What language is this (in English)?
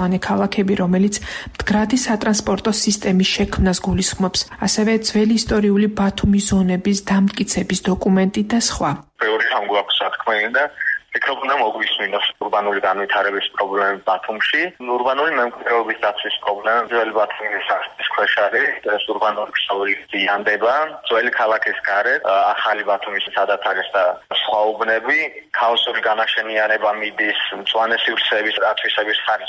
Georgian